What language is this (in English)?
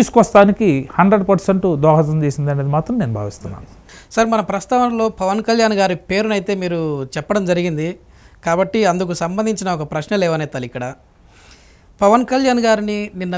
Telugu